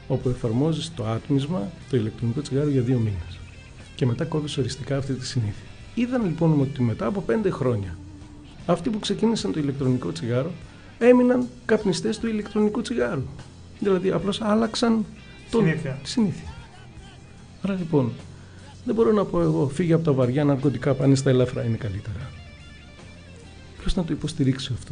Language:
Greek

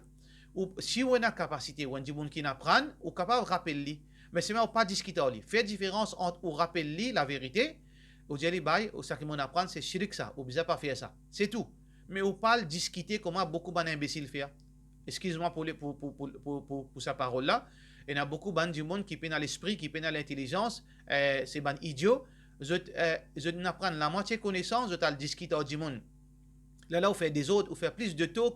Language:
Morisyen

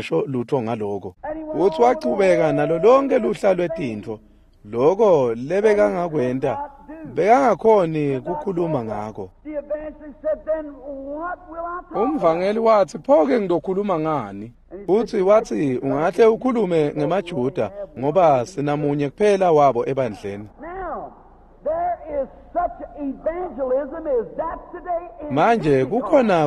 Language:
Swati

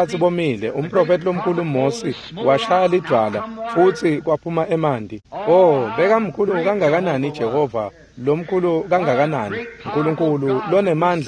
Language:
Swati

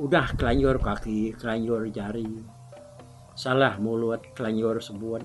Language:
Iban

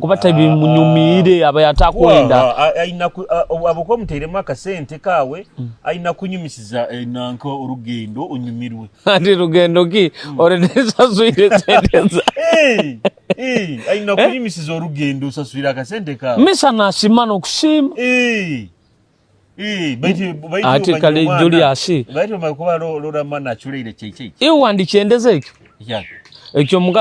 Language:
Nyoro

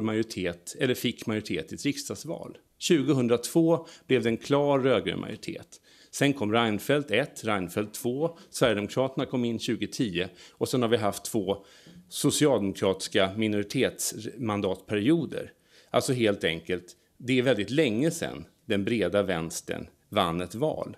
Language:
Swedish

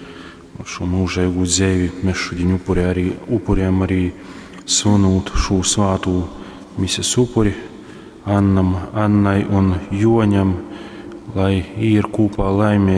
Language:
Latgalian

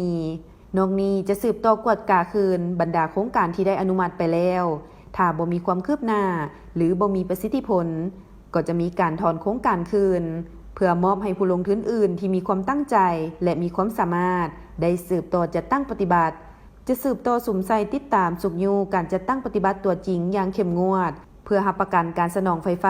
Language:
Lao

